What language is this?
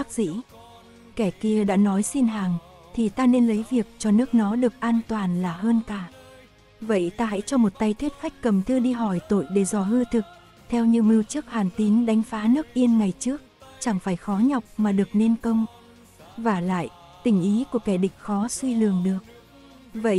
Vietnamese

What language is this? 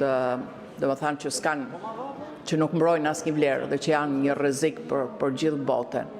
Albanian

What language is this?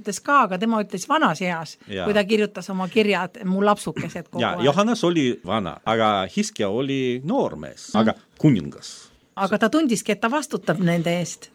Estonian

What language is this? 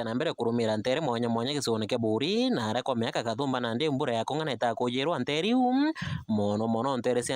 Meru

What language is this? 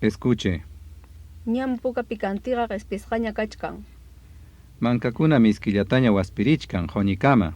Ayacucho Quechua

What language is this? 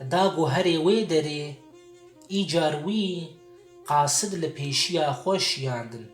Kurdish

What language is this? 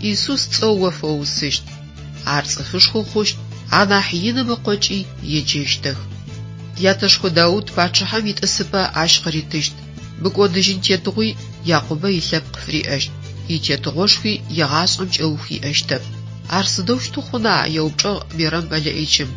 Adyghe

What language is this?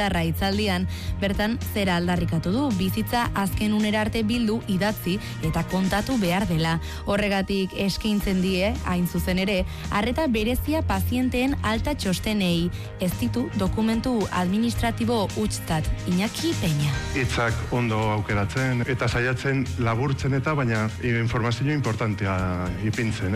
Basque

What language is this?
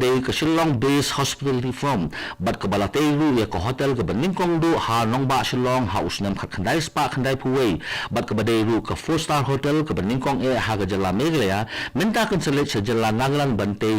Khasi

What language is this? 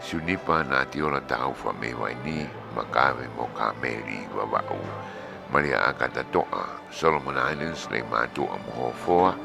Tongan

